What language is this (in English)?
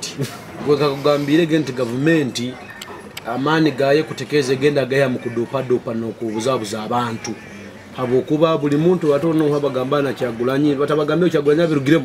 Nyoro